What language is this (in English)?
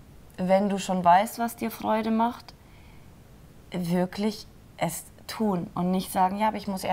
German